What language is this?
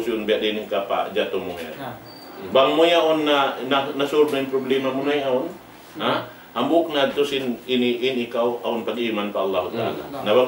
Tausug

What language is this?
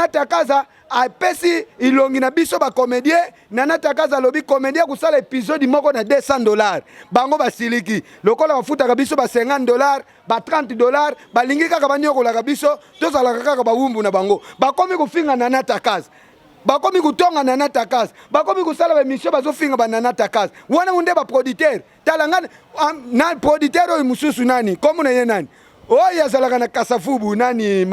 Lingala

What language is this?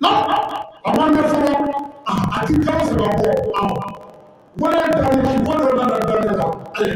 Bambara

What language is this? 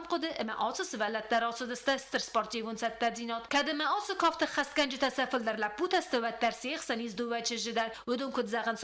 Ossetic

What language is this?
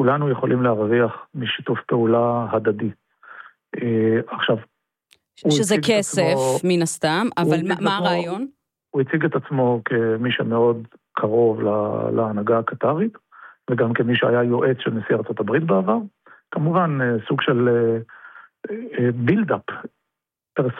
Hebrew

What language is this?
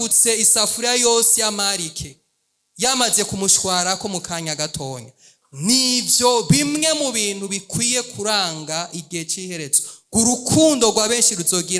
Rundi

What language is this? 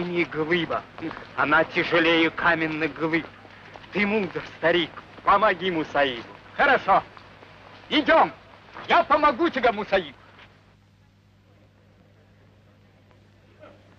Russian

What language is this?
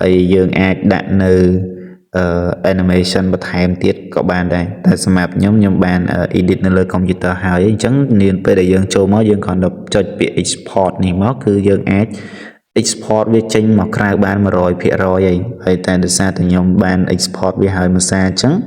Khmer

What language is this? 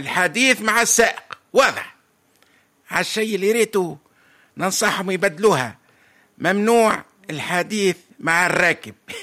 Tunisian Arabic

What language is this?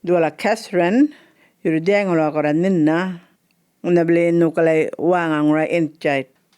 Djambarrpuyngu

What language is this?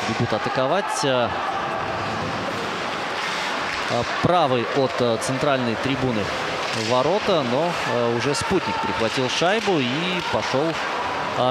Russian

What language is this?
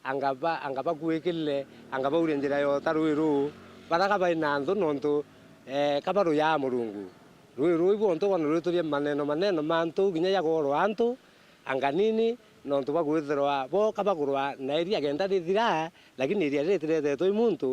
Meru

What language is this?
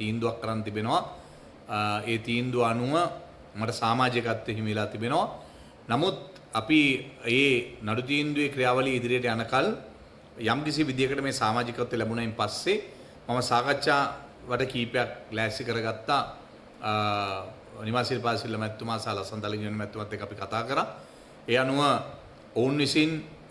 Sinhala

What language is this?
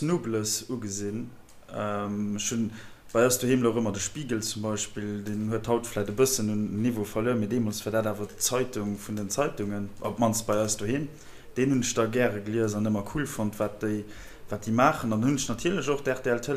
Luxembourgish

